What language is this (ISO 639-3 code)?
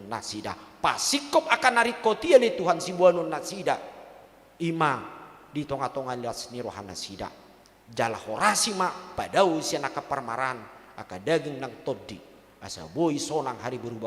bbc